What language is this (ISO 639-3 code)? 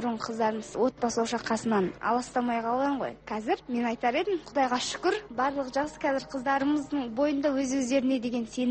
kaz